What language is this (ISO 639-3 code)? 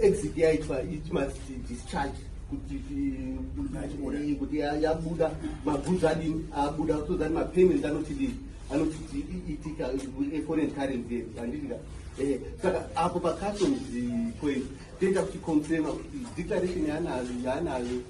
sna